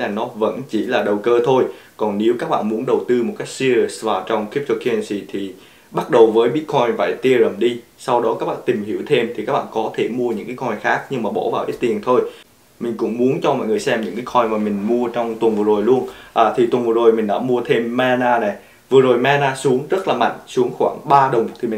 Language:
Vietnamese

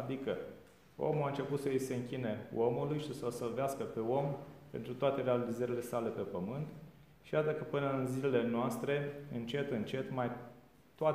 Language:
Romanian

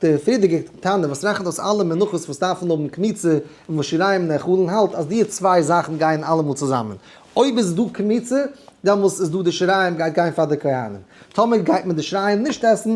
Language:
Yiddish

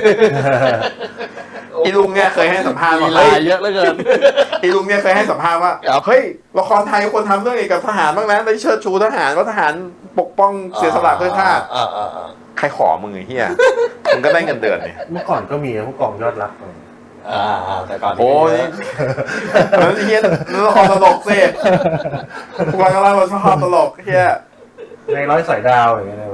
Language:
Thai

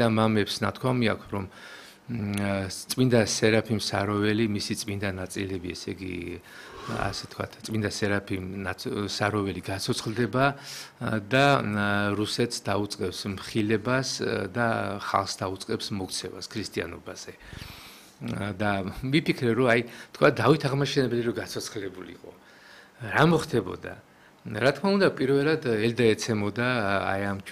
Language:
Georgian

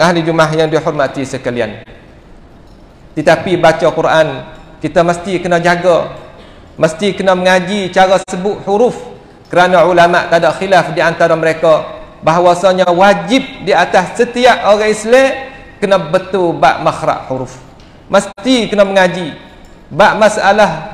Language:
Malay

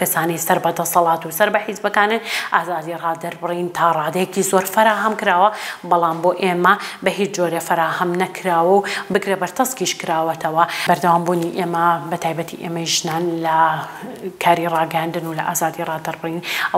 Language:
Central Kurdish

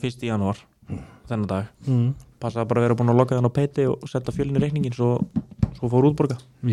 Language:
Icelandic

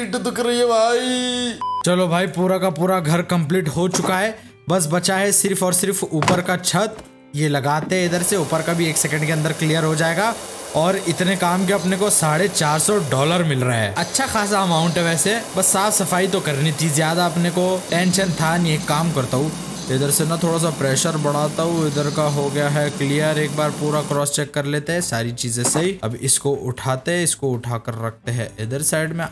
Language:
Hindi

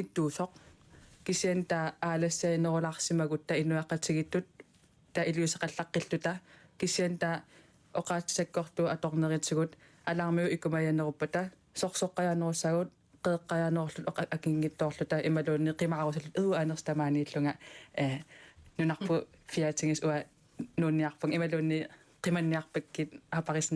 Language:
Kalaallisut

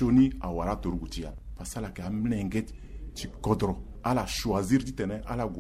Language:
Sango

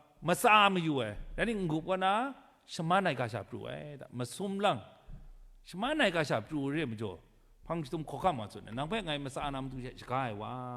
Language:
Kachin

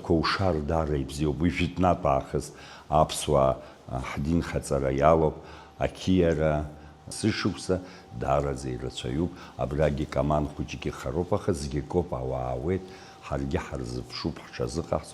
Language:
Abkhazian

